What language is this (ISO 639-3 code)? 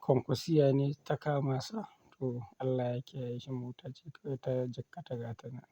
hau